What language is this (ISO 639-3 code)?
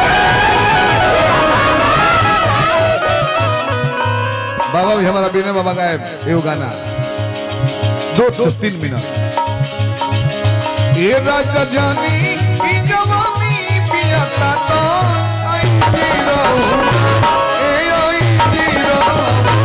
bho